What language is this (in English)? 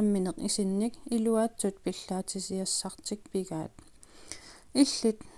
Kalaallisut